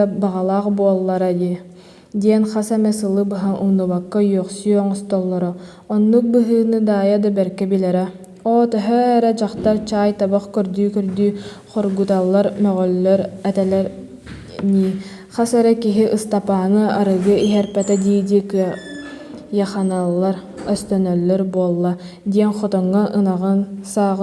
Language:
Yakut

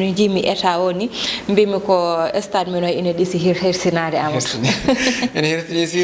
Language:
Fula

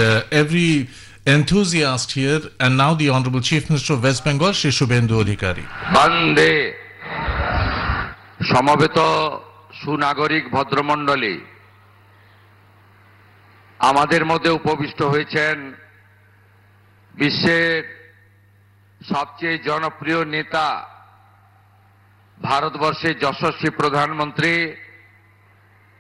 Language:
Bangla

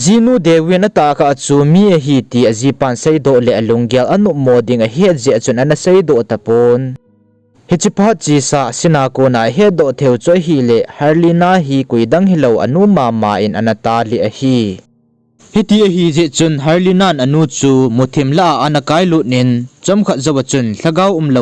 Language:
Thado Chin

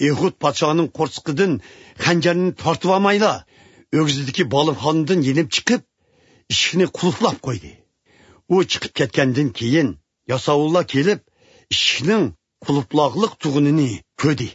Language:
Uyghur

